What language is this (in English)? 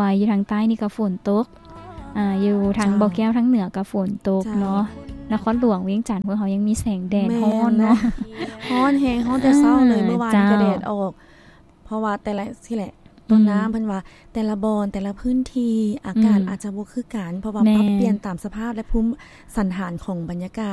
Lao